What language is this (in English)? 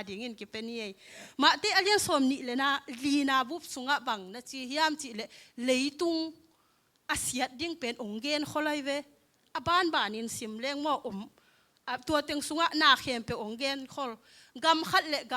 Tedim Chin